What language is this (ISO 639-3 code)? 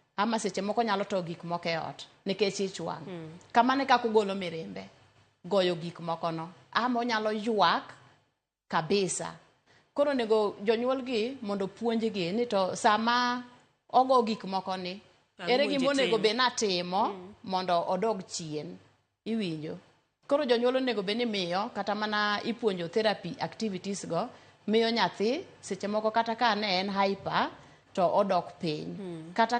luo